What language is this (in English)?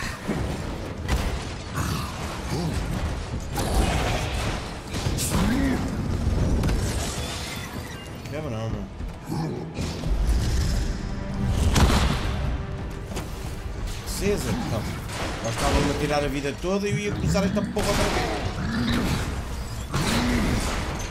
Portuguese